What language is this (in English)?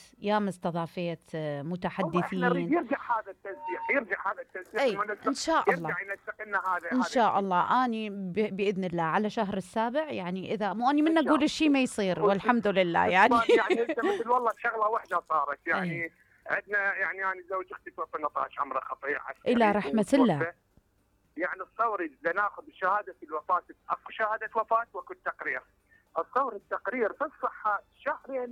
Mesopotamian Arabic